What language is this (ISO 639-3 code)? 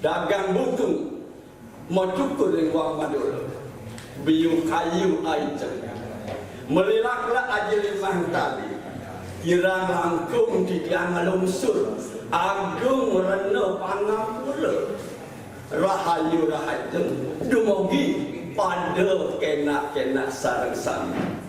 ban